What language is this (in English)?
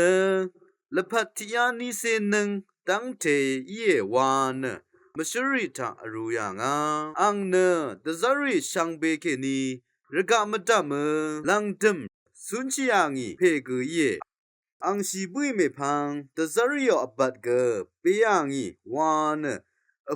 Rawang